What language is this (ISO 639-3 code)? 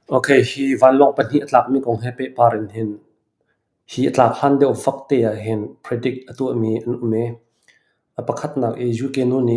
cfm